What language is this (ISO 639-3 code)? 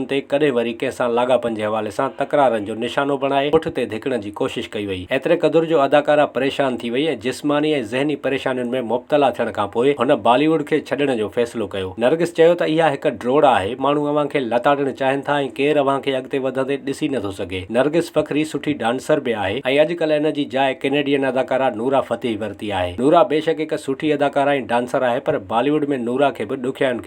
snd